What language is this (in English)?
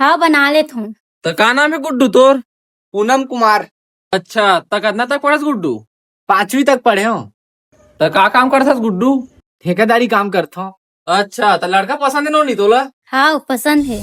Chhattisgarhi